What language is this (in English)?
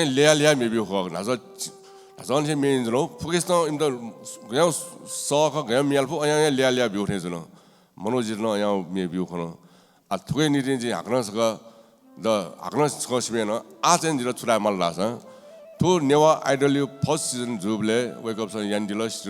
Newari